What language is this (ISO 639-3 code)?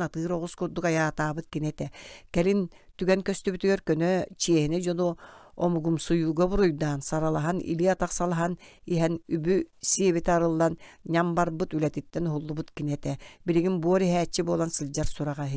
sah